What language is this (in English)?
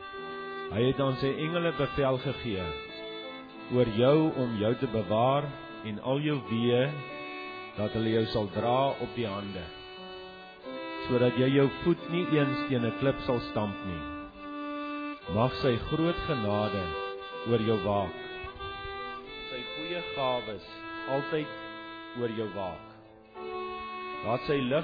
Afrikaans